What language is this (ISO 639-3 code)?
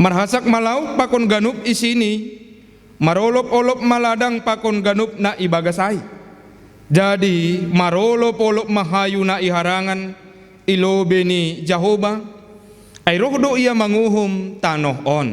bts